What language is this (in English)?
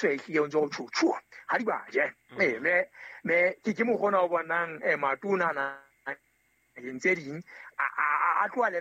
Southern Sotho